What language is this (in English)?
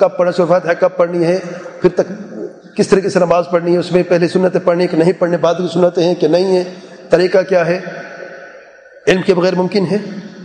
Urdu